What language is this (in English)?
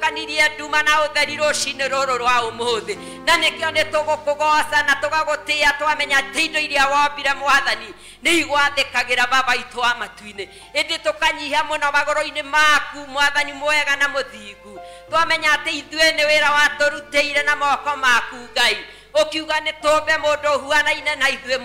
Kikuyu